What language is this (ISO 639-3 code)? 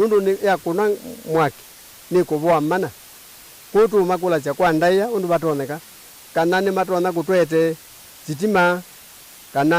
kam